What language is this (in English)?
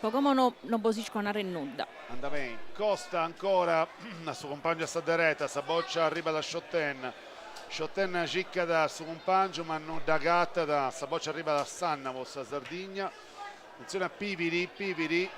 Sardinian